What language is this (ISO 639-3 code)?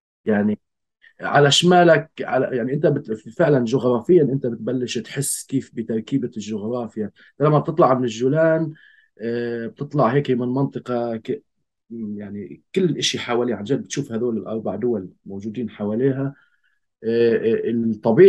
apc